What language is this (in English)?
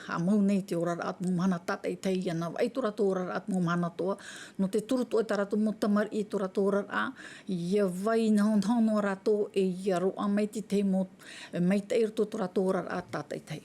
Tahitian